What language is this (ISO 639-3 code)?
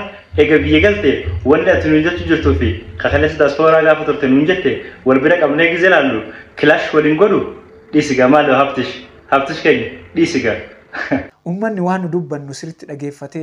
orm